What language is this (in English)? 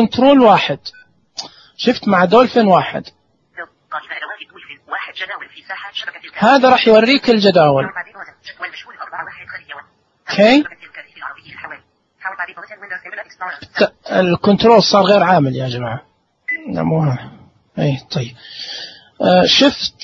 Najdi Arabic